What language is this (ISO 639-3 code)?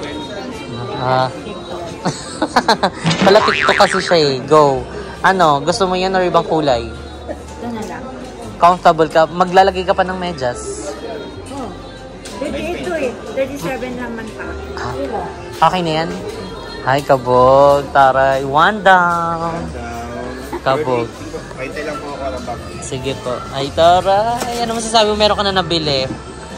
fil